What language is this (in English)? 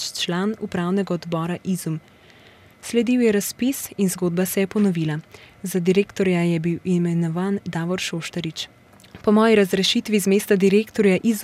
Slovenian